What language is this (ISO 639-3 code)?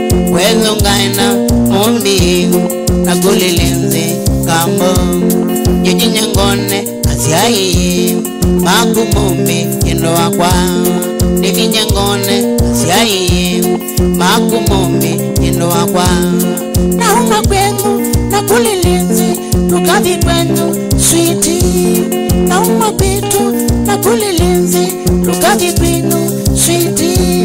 kam